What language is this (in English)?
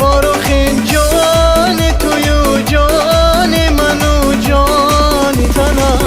Tajik